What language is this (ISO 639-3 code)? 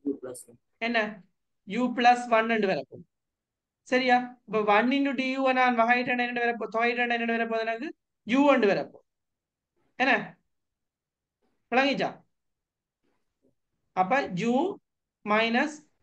tam